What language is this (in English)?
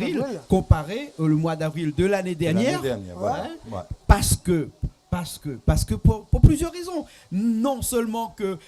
Réunion Creole French